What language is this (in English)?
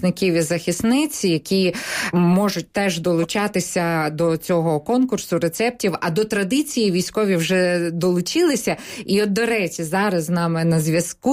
Ukrainian